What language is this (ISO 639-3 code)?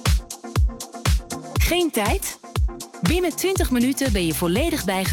nld